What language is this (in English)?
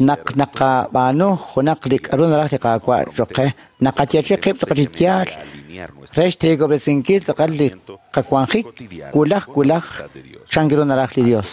Kekchí